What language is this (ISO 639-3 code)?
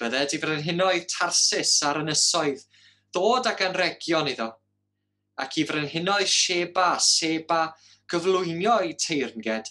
cym